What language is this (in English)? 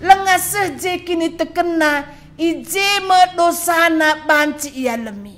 Batak Karo